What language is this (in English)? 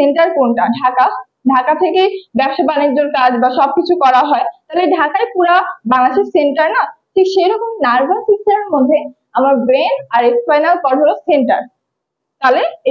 Bangla